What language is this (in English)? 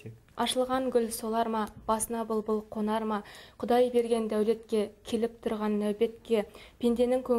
Kazakh